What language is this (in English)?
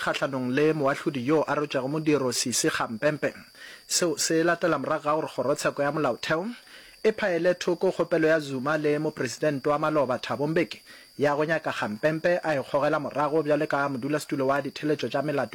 Northern Sotho